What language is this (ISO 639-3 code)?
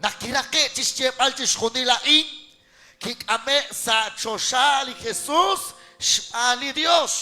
kek